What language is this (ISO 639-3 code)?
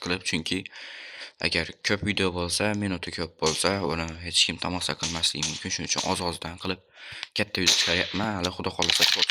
uzb